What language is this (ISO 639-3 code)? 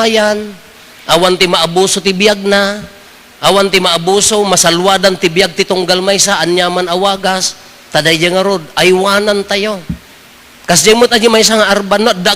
ilo